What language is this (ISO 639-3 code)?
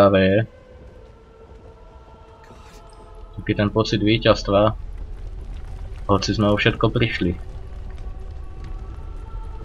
slk